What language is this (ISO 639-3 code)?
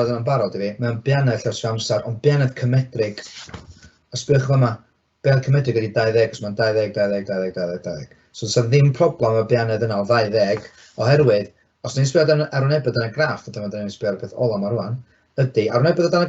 cym